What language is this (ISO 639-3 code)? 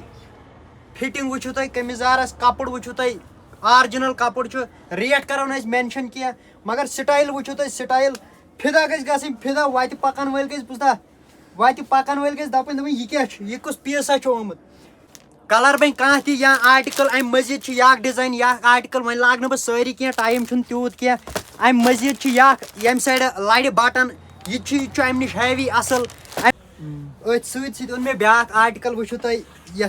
kas